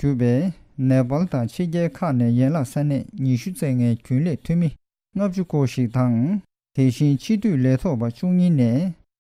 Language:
Tibetan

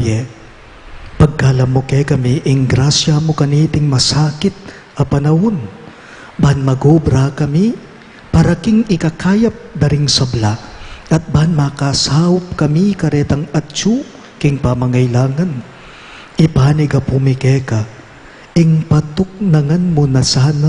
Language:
Pampanga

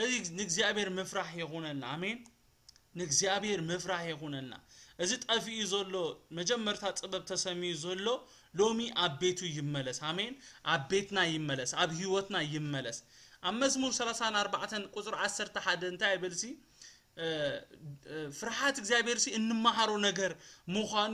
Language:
Tigrinya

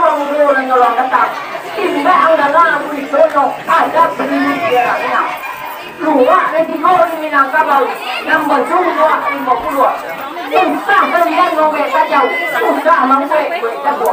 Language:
Minangkabau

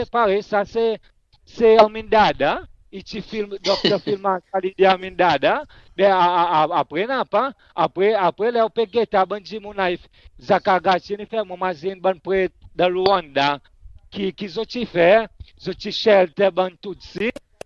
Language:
Seselwa Creole French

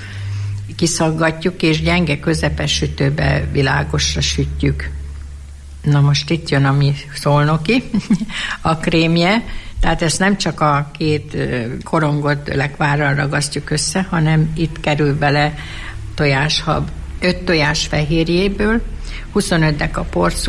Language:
Hungarian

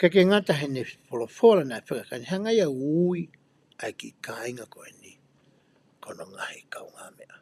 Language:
Tongan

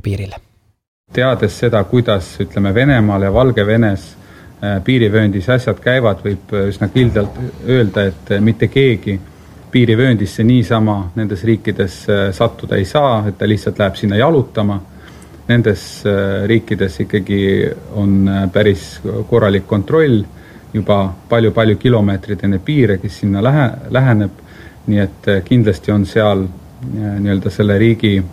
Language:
Estonian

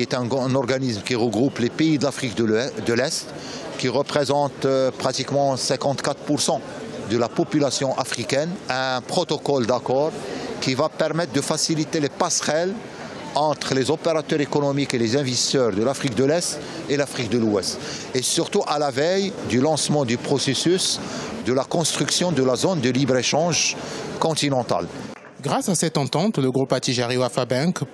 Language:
French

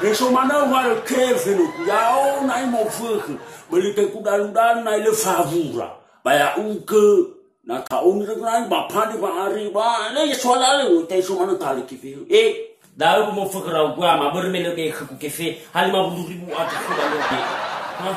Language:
Nias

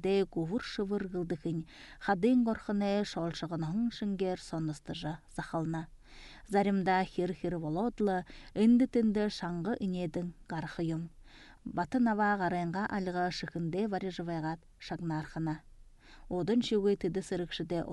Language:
Buriat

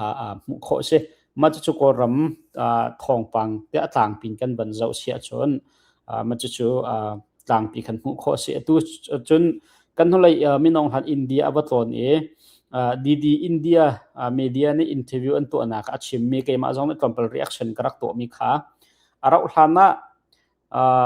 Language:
Hakha Chin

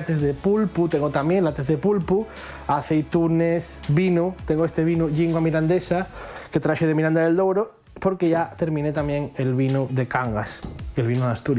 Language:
Asturian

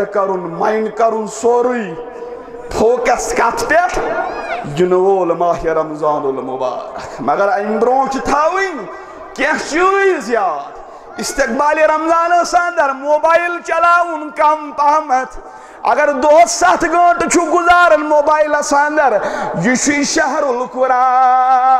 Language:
Kashmiri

